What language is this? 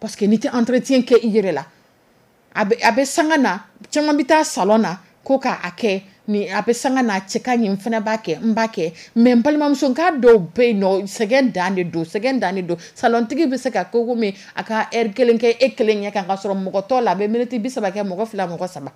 Dyula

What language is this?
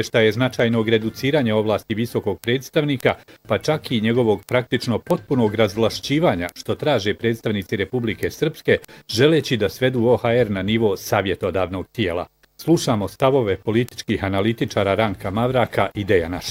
Bosnian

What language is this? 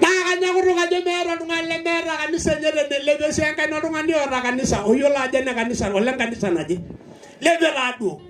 Masai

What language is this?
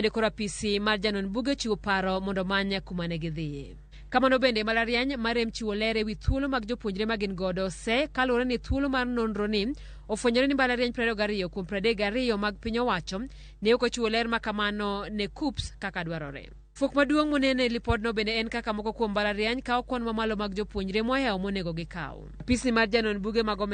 Luo (Kenya and Tanzania)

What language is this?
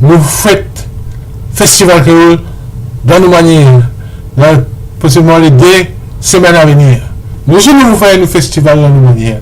Morisyen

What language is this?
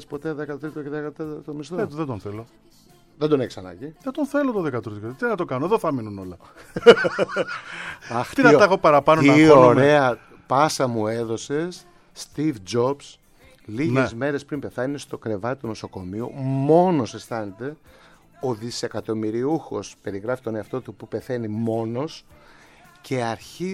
Greek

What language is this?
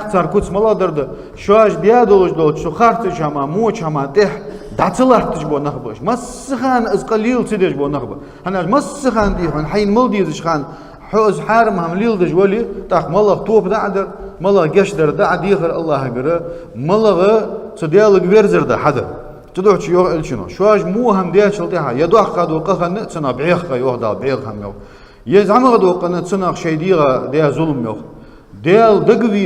Ingush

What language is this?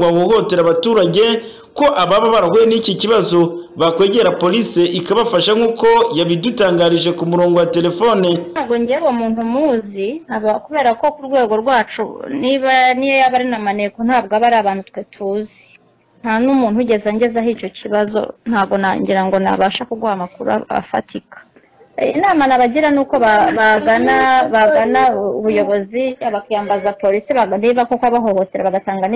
Kinyarwanda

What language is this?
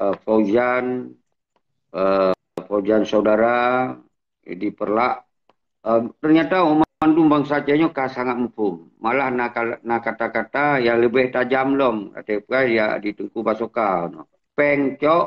Achinese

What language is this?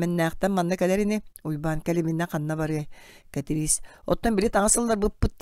Yakut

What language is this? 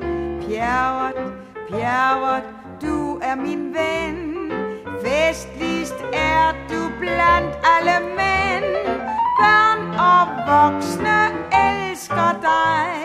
Danish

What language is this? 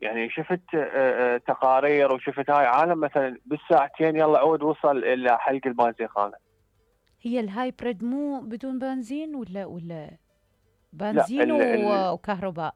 Mesopotamian Arabic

